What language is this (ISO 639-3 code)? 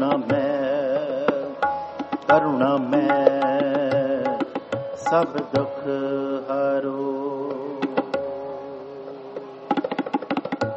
pan